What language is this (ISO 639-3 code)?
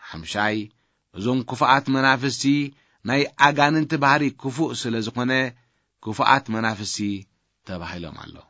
tir